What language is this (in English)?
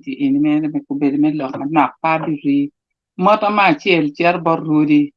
Acoli